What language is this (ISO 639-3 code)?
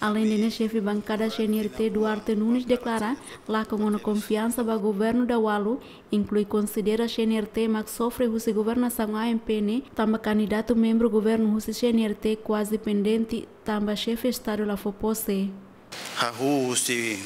tet